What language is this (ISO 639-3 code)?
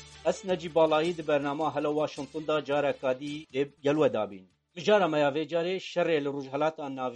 kur